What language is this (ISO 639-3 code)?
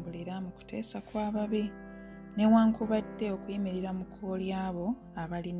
lug